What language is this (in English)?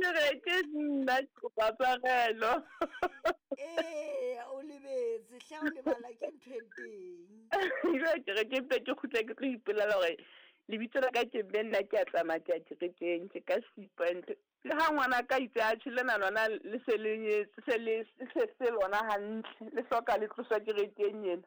Southern Sotho